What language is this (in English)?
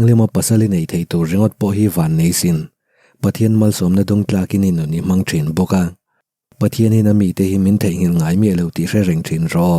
Mizo